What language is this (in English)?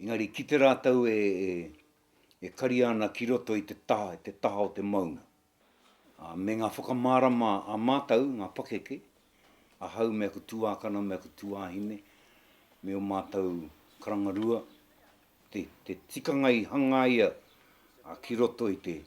Māori